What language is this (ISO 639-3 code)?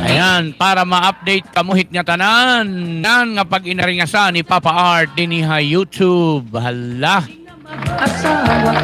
war